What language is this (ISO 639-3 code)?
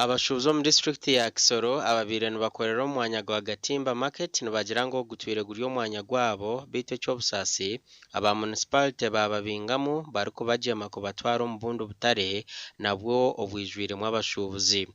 nyn